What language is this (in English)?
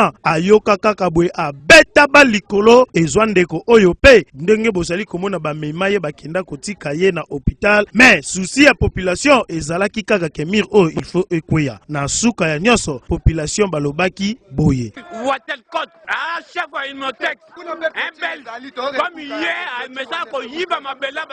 Lingala